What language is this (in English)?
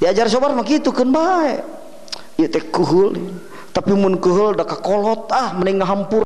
Sundanese